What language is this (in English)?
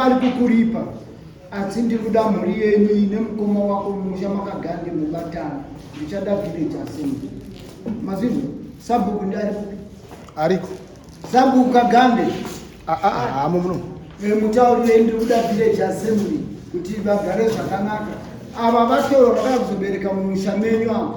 Shona